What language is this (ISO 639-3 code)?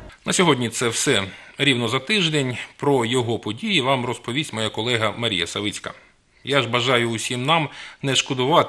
ukr